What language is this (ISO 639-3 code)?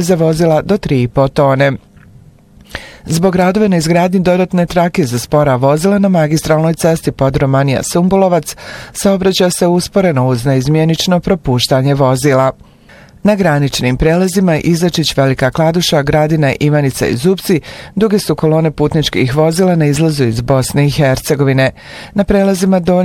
bos